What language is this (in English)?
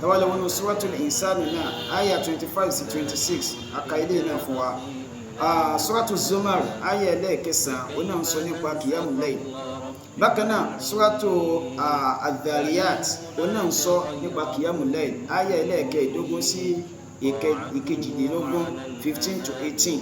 Yoruba